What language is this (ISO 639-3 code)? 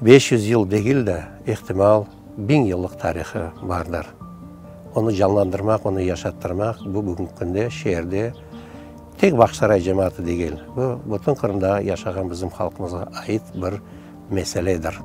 crh